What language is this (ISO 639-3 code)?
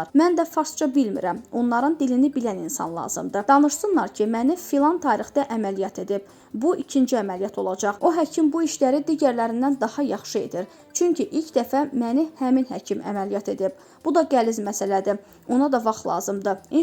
aze